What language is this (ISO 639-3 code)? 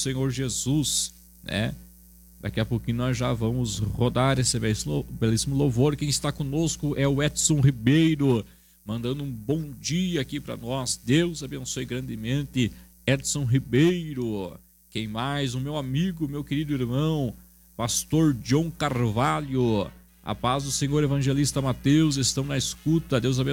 por